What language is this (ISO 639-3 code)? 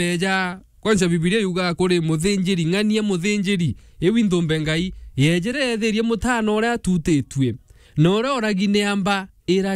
mer